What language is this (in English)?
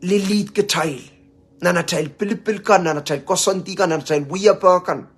Pohnpeian